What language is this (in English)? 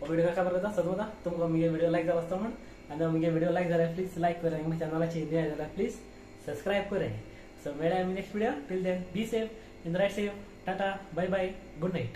Konkani